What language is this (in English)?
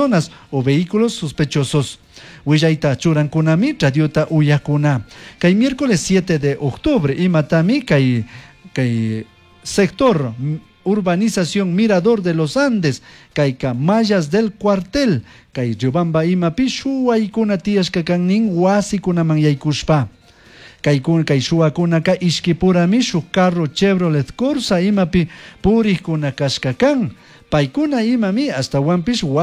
Chimborazo Highland Quichua